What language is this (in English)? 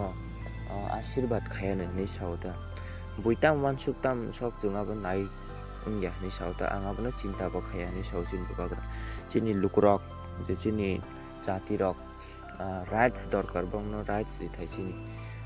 Kok Borok